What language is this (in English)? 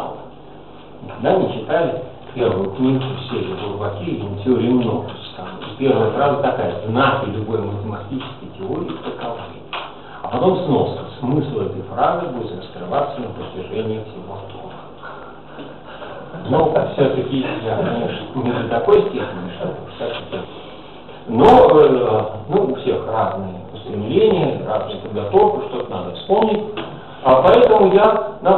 Russian